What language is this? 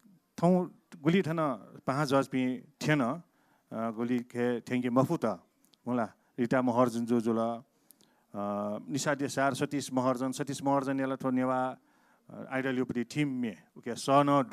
Newari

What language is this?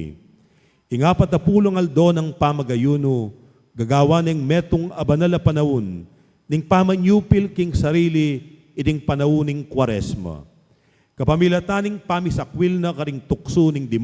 Pampanga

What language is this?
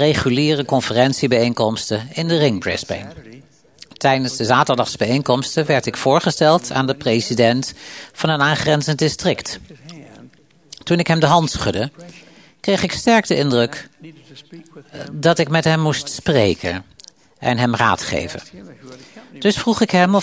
Dutch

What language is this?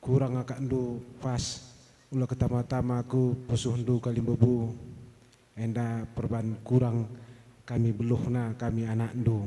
Batak Karo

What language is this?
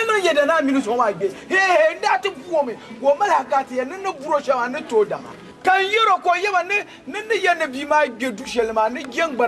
Dagbani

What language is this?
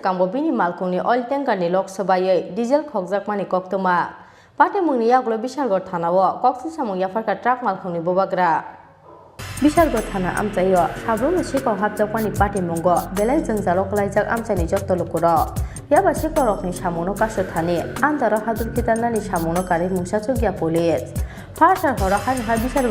Kok Borok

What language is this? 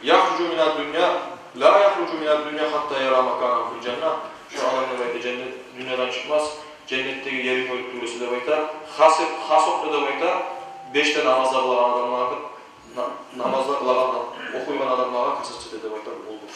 Kumyk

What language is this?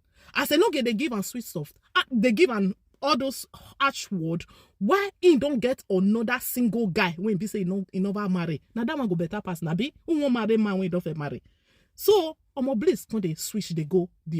Nigerian Pidgin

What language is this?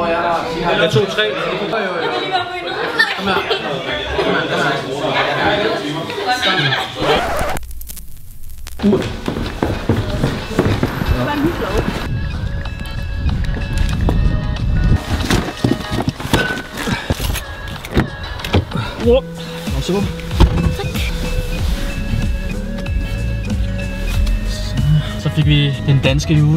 Danish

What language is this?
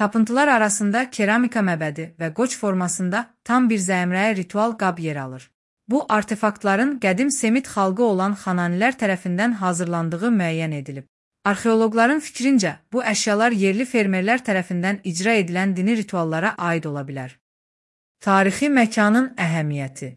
Azerbaijani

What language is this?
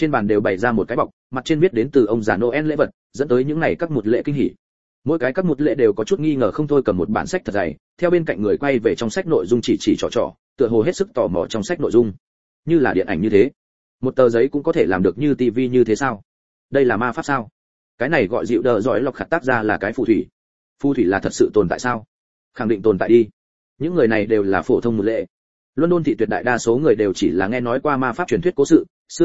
Vietnamese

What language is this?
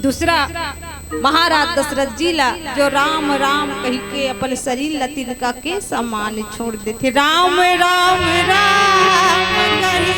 Chhattisgarhi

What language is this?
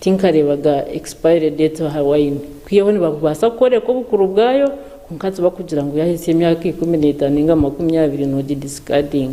Nyankole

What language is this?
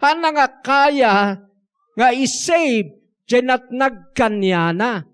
Iloko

